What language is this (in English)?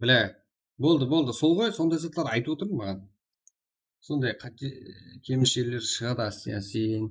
Kara-Kalpak